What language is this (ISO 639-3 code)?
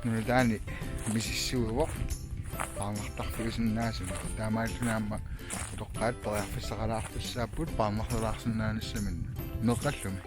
kal